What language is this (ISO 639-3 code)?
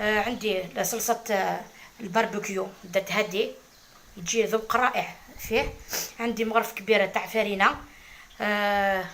arq